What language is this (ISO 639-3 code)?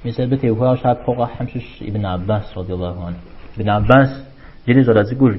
kbd